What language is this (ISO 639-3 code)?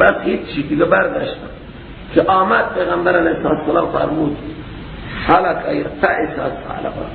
fas